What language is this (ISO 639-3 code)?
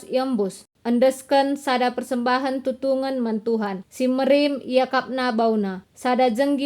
btx